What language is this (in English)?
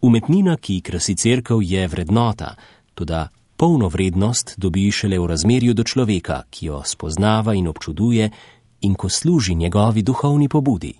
Slovenian